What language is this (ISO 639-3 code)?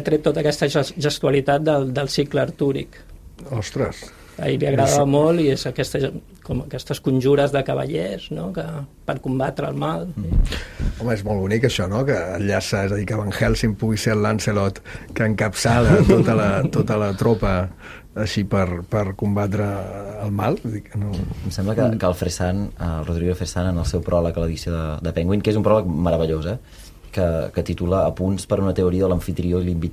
cat